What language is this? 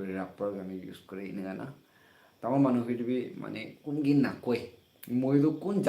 Naga Pidgin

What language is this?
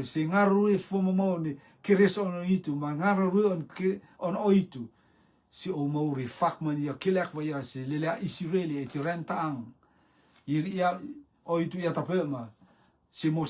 Rotuman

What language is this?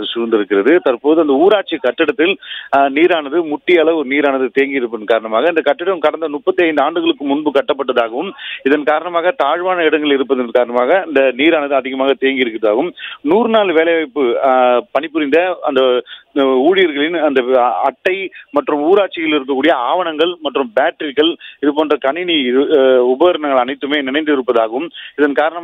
Tamil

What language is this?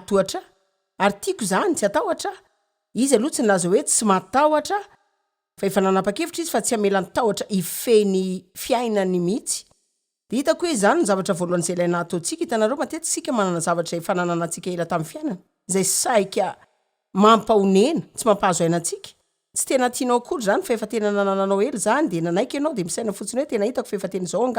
Malagasy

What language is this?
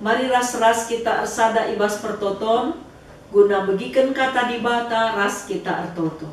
Batak Karo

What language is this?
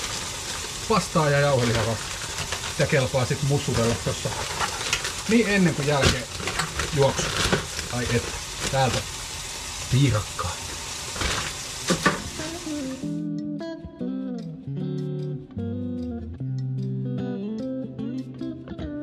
Finnish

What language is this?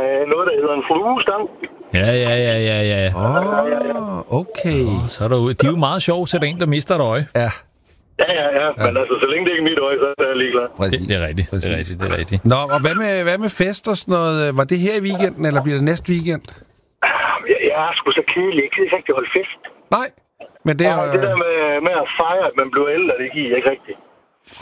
Danish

